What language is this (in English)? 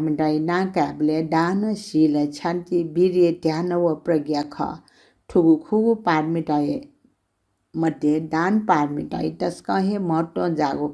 Newari